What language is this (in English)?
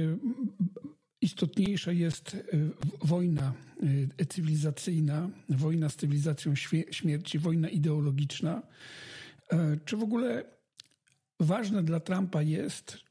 Polish